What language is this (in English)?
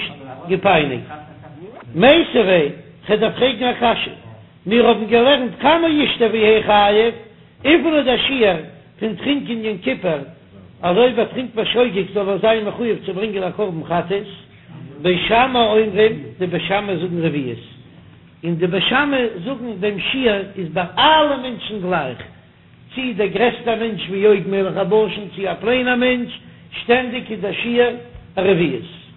Yiddish